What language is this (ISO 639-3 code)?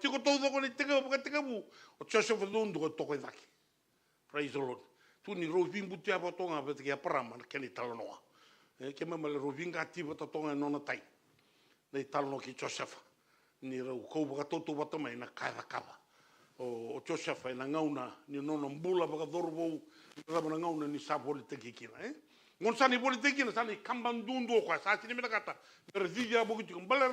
fij